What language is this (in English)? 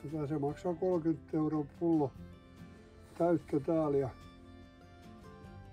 Finnish